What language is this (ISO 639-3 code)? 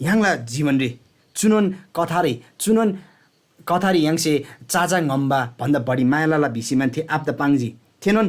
taj